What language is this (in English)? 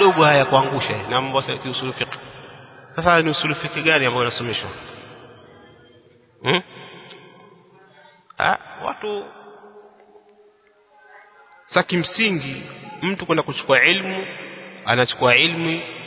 Swahili